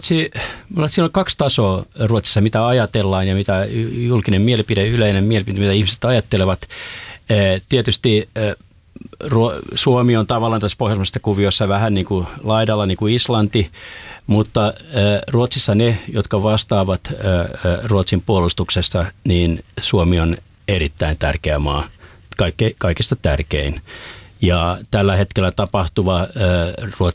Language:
Finnish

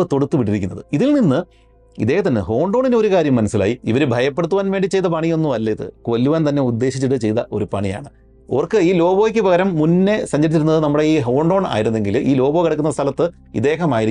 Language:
Malayalam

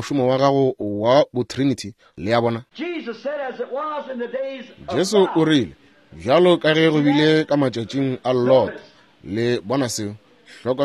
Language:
Northern Sotho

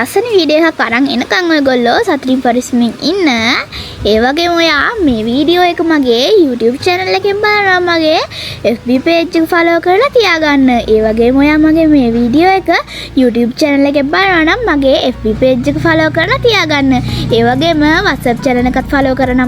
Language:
Sinhala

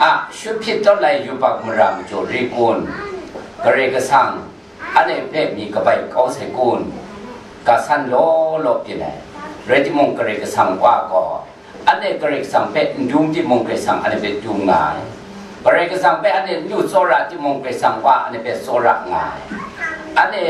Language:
Kachin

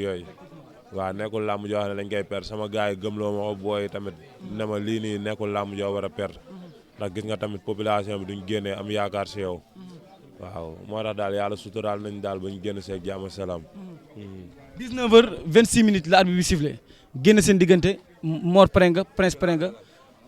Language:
Wolof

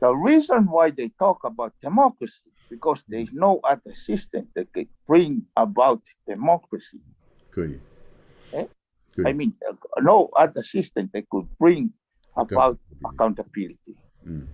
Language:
Tongan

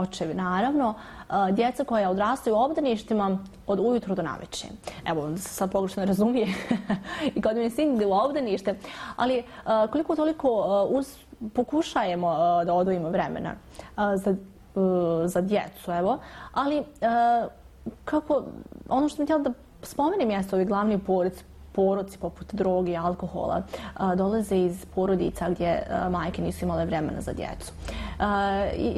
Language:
Bosnian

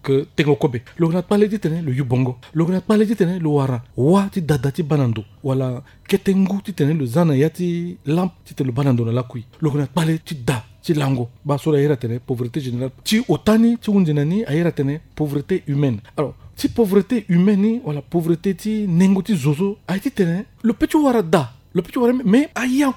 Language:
Sango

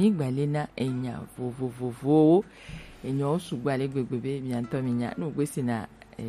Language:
Gen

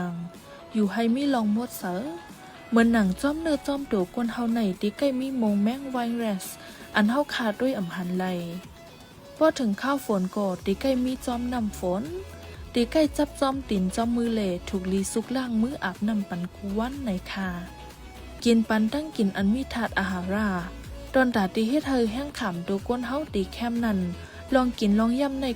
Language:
Shan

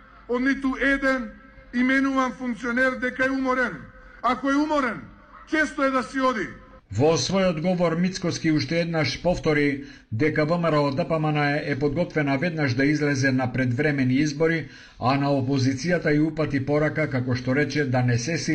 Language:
Macedonian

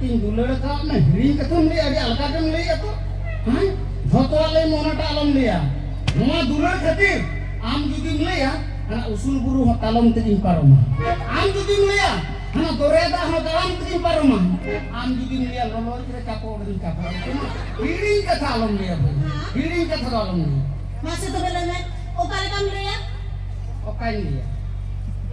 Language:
Santali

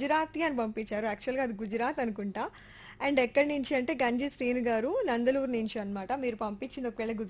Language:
Telugu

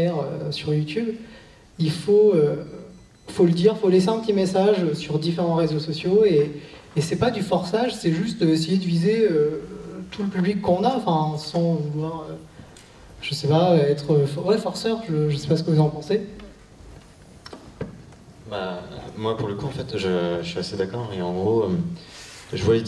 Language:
French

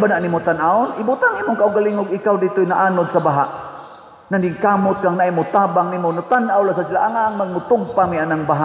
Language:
Cebuano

